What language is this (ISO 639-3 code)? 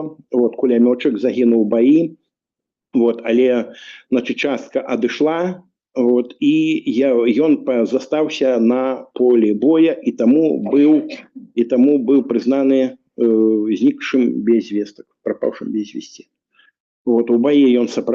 bel